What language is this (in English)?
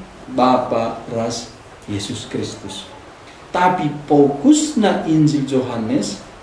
Batak Karo